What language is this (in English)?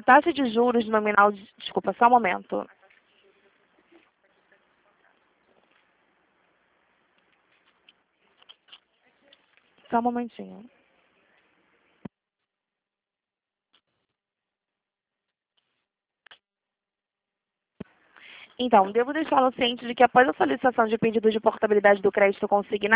Portuguese